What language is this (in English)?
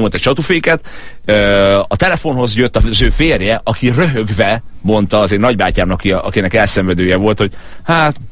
Hungarian